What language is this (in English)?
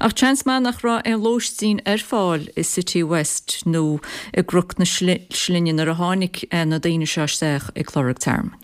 Irish